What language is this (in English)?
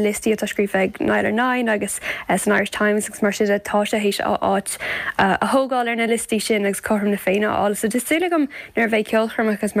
Irish